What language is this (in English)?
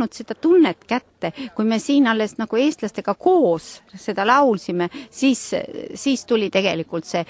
Estonian